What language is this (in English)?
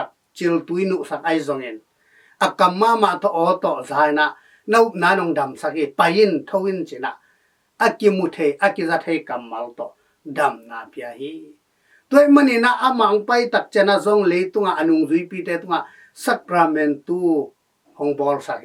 Tedim Chin